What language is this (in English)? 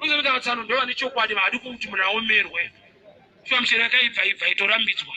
Shona